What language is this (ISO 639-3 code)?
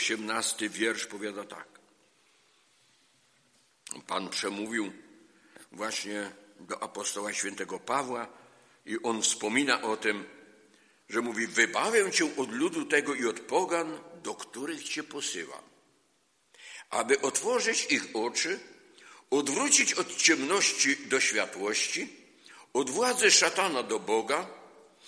pol